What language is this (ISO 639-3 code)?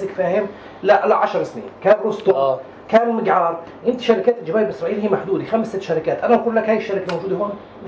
apc